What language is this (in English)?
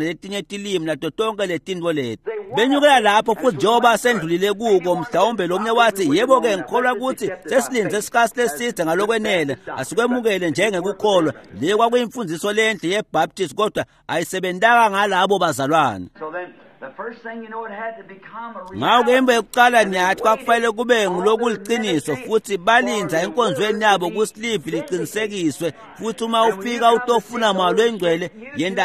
Swati